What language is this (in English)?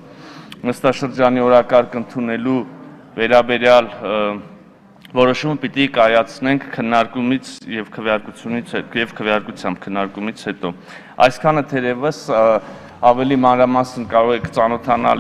Armenian